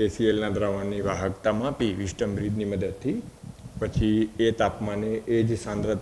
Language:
Gujarati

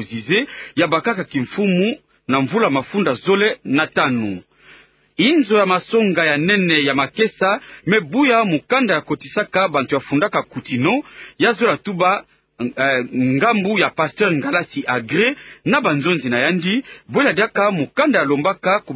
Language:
Kituba (Democratic Republic of Congo)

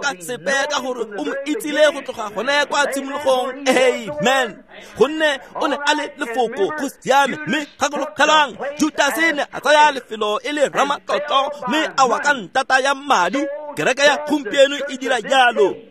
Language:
Tswana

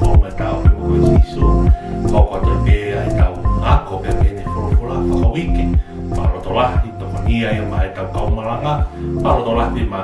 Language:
Tongan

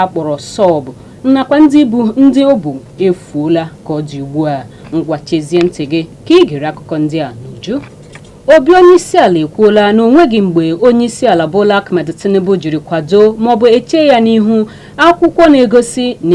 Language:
Igbo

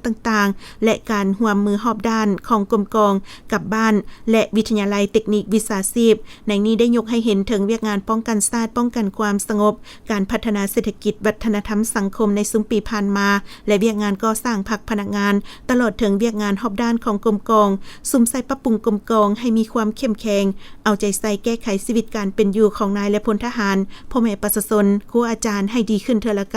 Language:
Lao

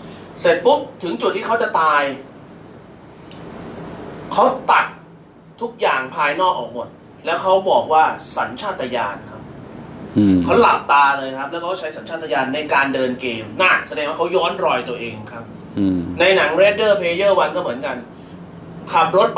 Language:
Thai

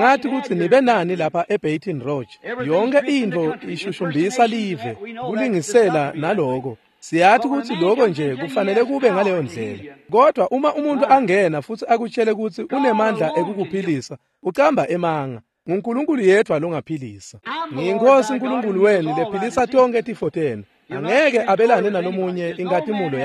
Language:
Swati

